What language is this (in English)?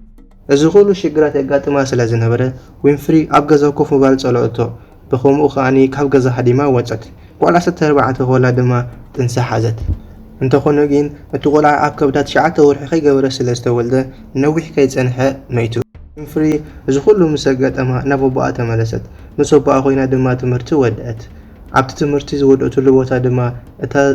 Tigrinya